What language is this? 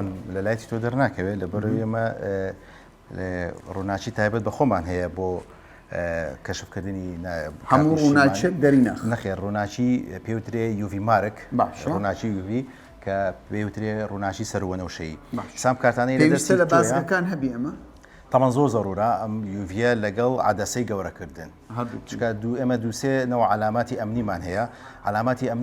Central Kurdish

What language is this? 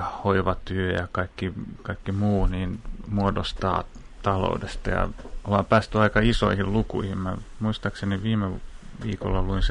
Finnish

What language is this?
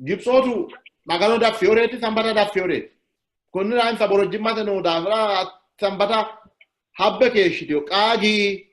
Sidamo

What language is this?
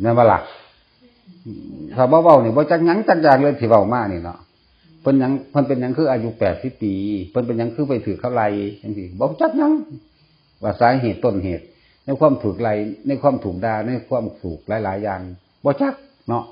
Northeastern Thai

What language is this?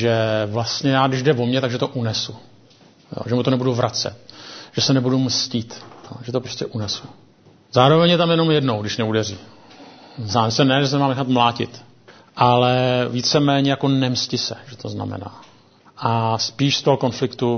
Czech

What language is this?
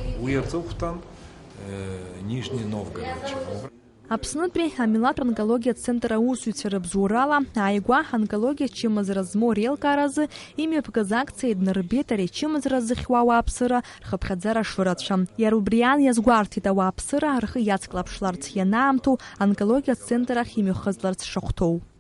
Abkhazian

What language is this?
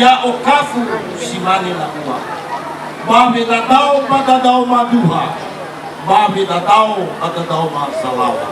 Nias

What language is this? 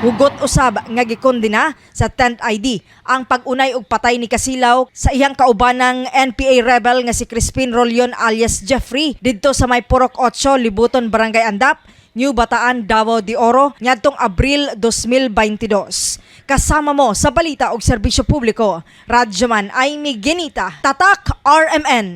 Cebuano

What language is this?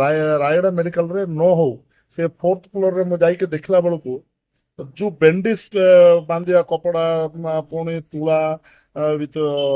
Odia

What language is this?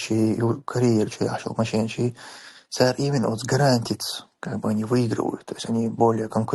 Chechen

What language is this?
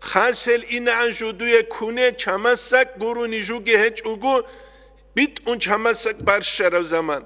Avaric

